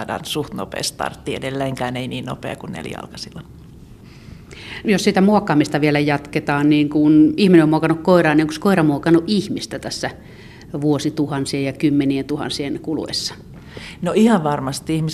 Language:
Finnish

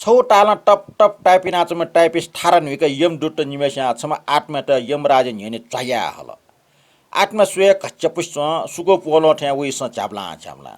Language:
Newari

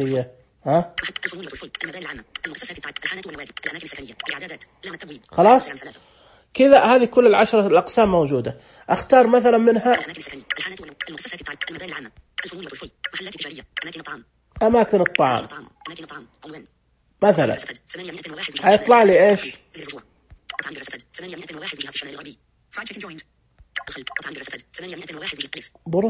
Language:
Najdi Arabic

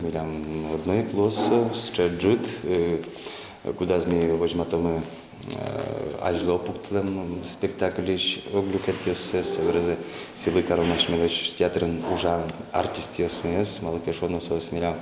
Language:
Udmurt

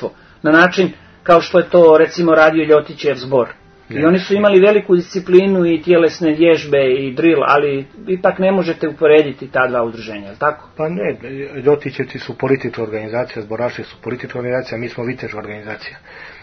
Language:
Serbian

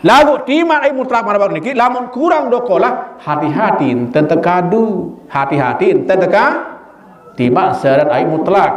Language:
Sasak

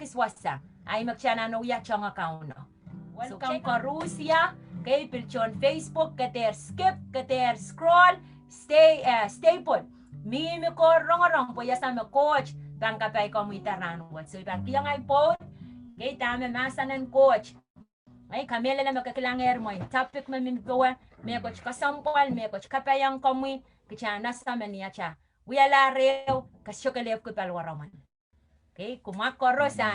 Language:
Pohnpeian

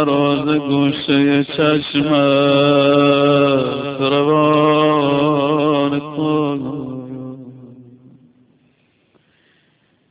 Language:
Persian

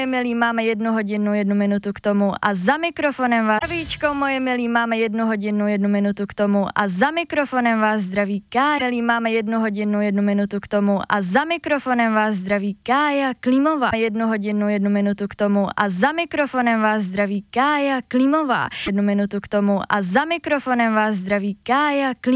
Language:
Czech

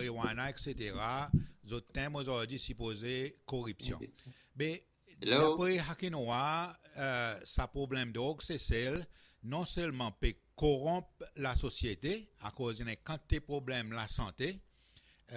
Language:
Seselwa Creole French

